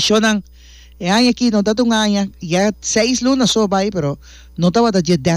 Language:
Papiamento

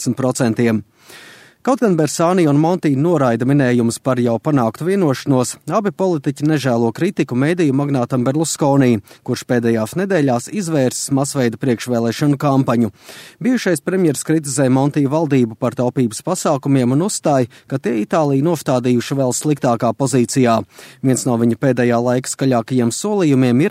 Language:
Latvian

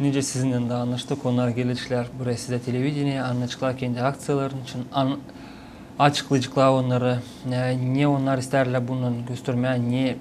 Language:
Gagauz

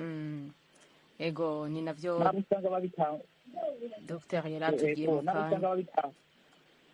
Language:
Rundi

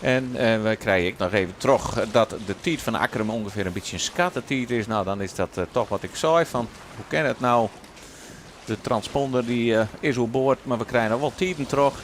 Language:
Western Frisian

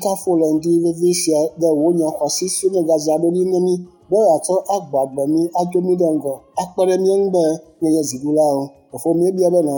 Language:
Ewe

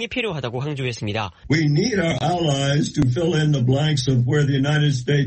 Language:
Korean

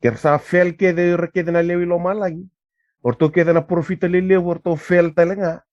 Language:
Fijian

